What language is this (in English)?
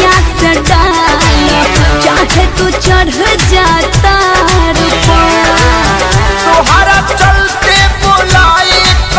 Bhojpuri